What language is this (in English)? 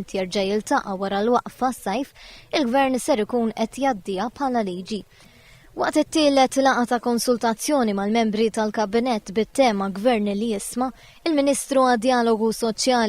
Maltese